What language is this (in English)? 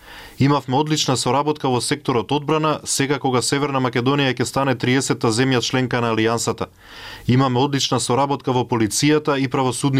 Macedonian